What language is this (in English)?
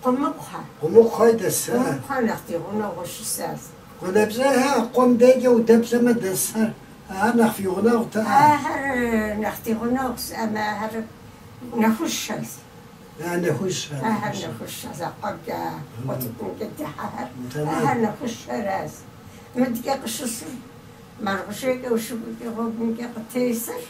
Kabardian